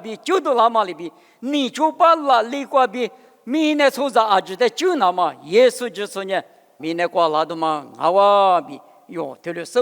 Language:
Lisu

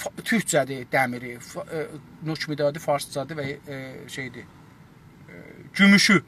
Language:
South Azerbaijani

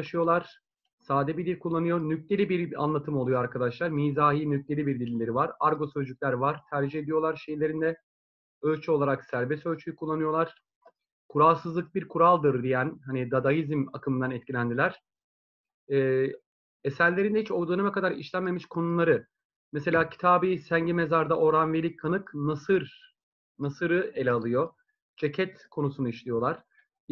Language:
Turkish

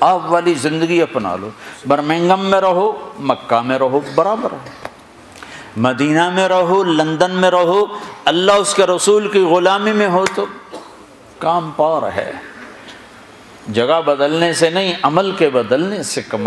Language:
Urdu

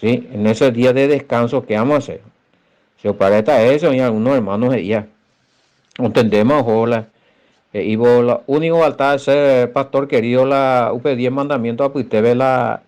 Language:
Guarani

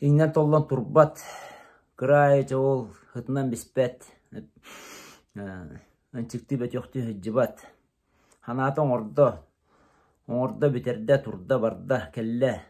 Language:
Yakut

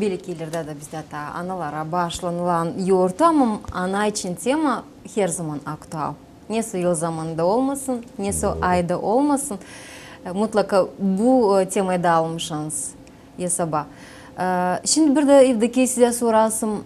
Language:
Gagauz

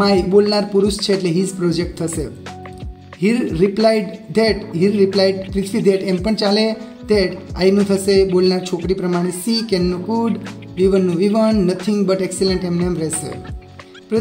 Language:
Gujarati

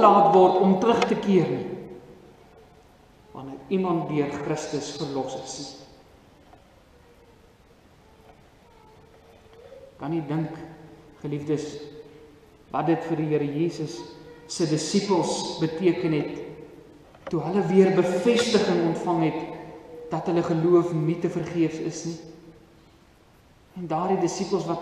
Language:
Afrikaans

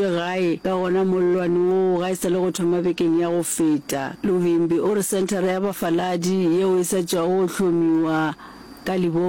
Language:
Northern Sotho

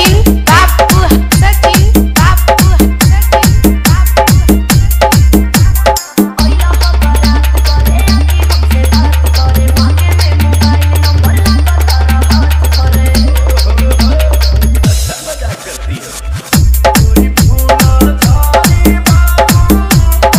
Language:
Bhojpuri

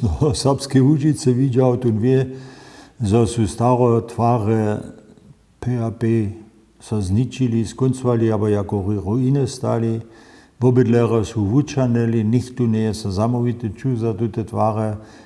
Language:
Upper Sorbian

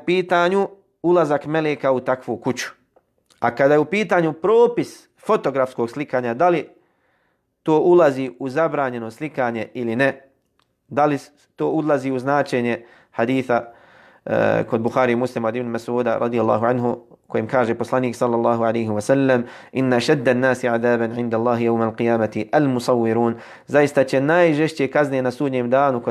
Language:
Bosnian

